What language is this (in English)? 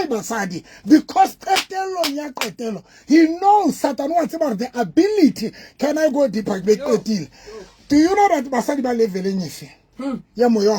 Southern Sotho